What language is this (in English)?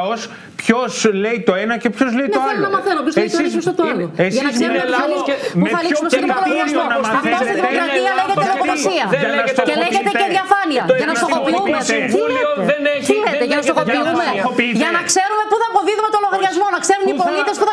Greek